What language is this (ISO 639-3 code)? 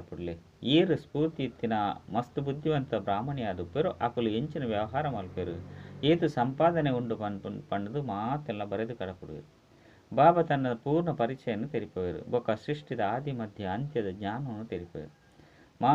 tcy